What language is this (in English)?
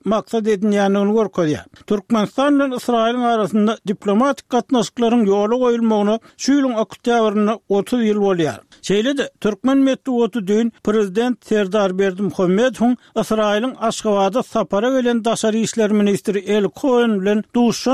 Turkmen